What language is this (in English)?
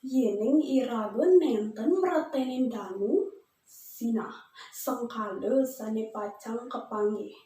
Balinese